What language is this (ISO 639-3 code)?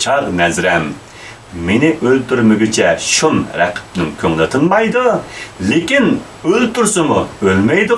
uig